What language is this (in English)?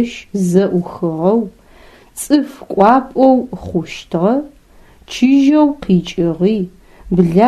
Adyghe